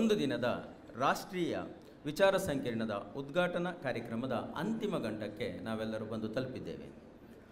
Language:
Kannada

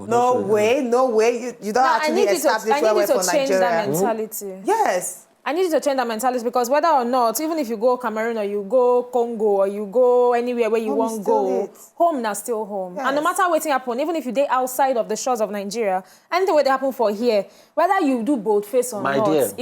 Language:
Nigerian Pidgin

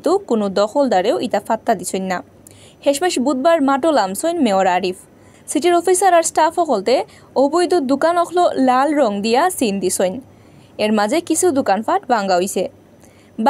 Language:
Sylheti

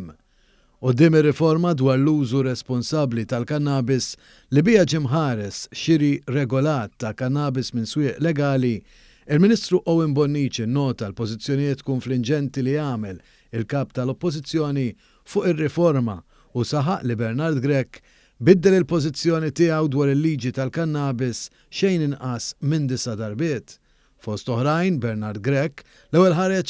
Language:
Maltese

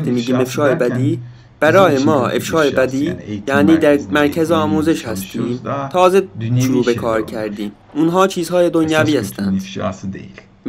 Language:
Persian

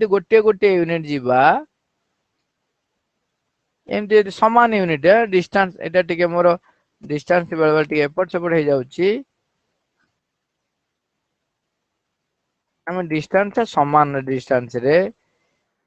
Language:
Odia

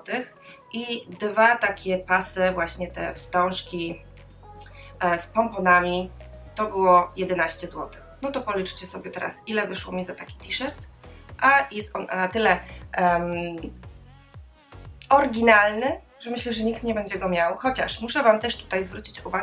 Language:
Polish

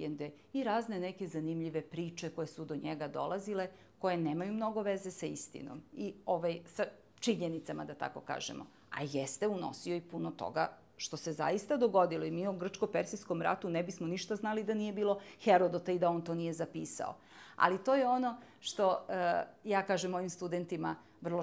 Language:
Serbian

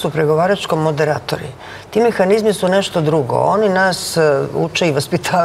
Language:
Serbian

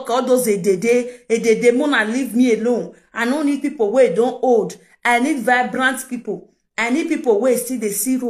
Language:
Nigerian Pidgin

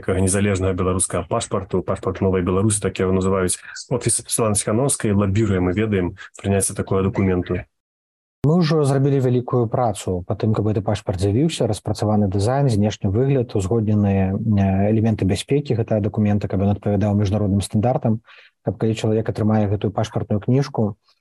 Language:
Belarusian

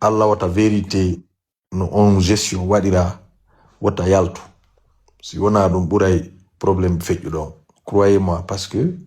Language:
Pular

